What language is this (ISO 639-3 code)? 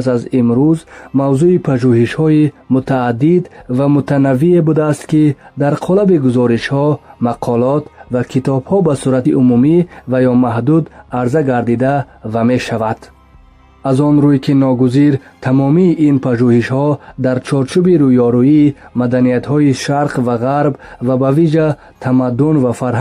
tgk